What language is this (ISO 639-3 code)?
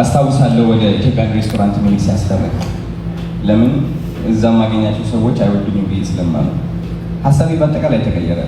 amh